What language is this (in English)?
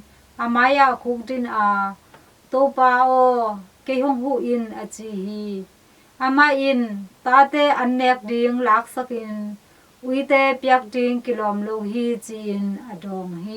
Tedim Chin